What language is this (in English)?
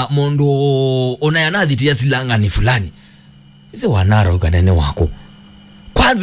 Kamba